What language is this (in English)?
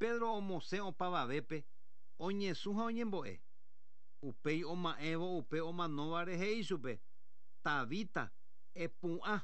Guarani